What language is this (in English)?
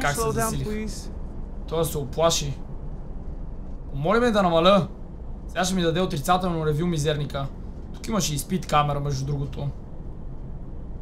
Bulgarian